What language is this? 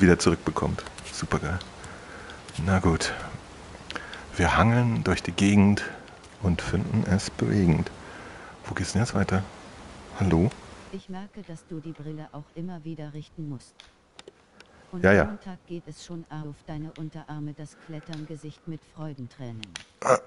German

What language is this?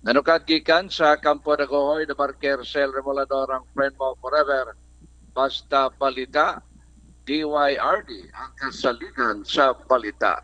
Cebuano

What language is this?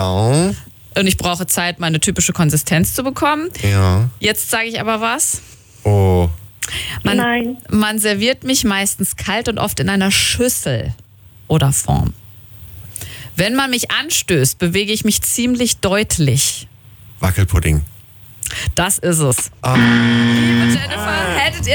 German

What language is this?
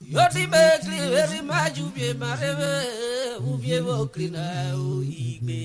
Urhobo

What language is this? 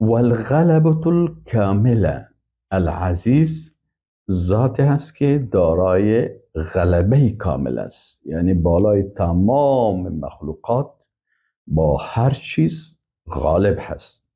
Persian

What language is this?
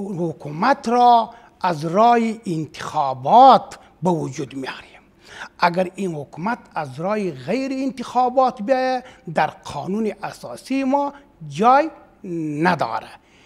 Persian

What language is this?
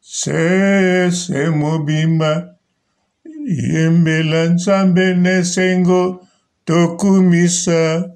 Lingala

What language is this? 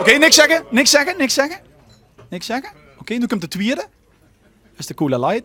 Limburgish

